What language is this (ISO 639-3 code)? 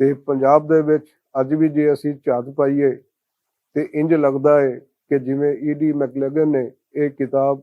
lah